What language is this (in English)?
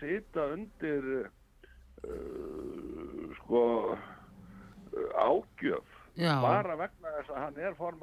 Icelandic